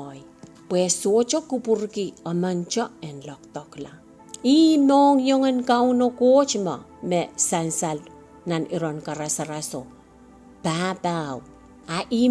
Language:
Pohnpeian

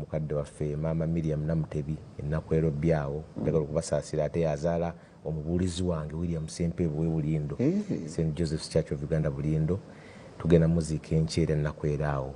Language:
Ganda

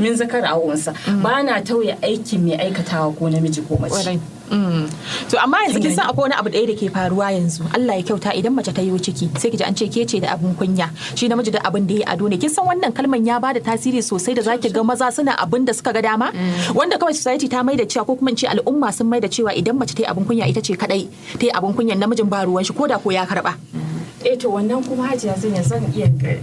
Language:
Hausa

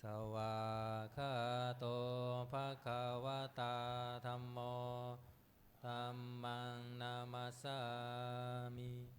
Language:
Pali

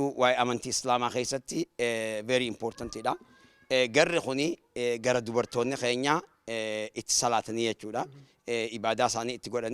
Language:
Oromo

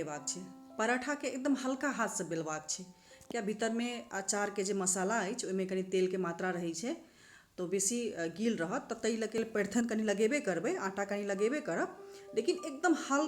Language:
Maithili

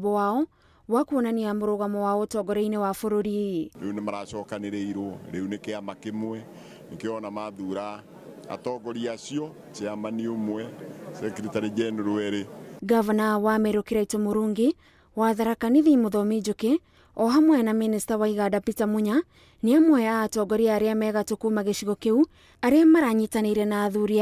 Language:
Kikuyu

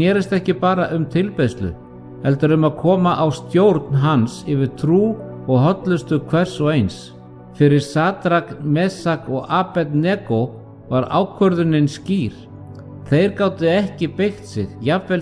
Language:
Icelandic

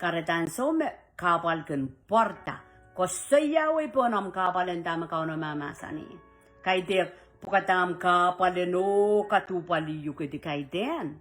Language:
Pohnpeian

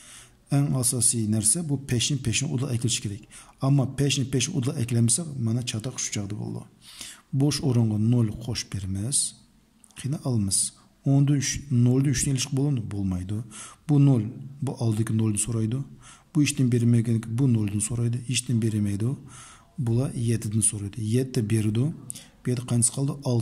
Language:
Uyghur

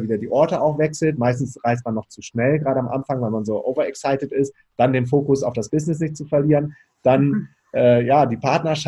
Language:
German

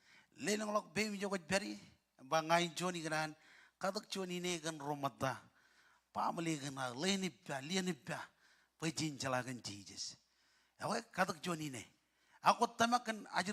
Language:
Marshallese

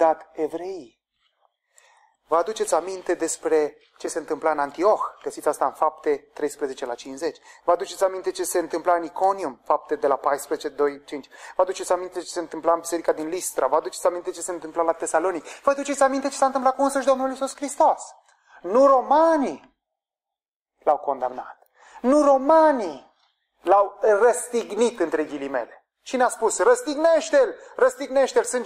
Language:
Romanian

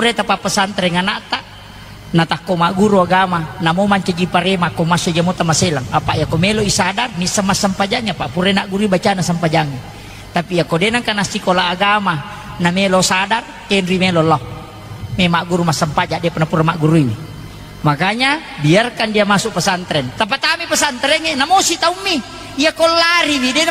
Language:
Buginese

